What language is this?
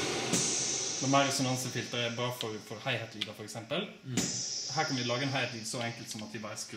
Norwegian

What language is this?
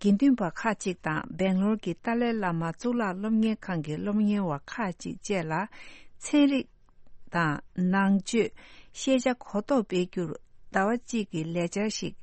Tibetan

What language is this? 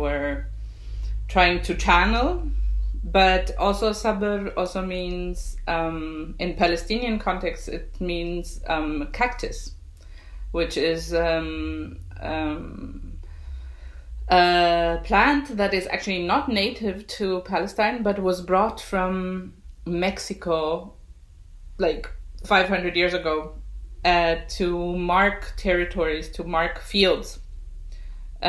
English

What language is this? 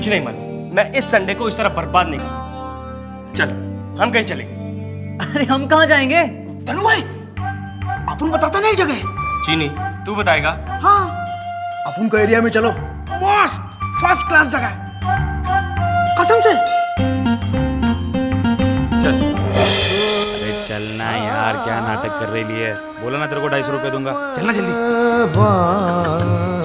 Hindi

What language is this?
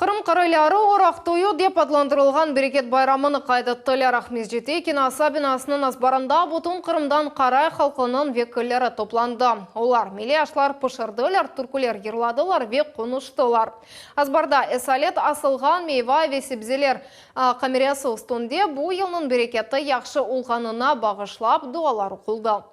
Crimean Tatar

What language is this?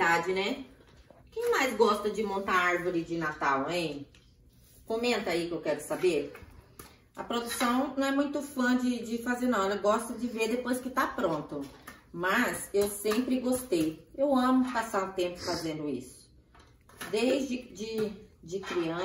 Portuguese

